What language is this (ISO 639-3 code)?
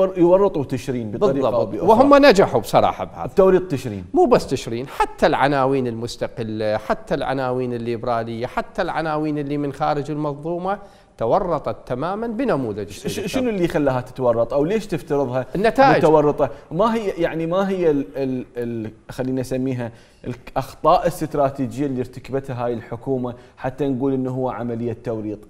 acm